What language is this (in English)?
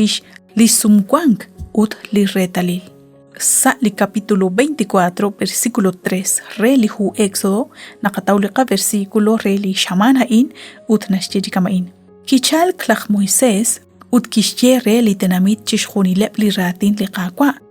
Kekchí